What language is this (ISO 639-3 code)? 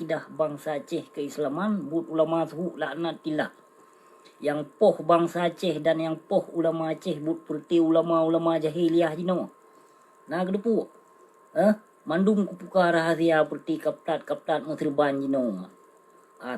ace